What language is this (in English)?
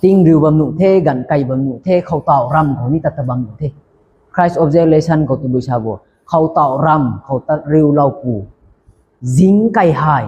Rongmei Naga